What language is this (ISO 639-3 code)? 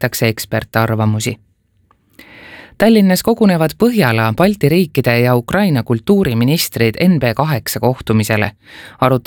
est